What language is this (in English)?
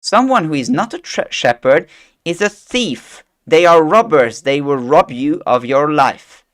English